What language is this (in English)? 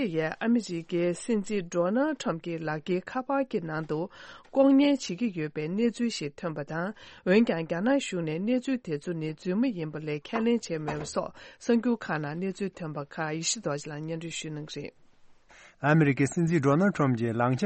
Tibetan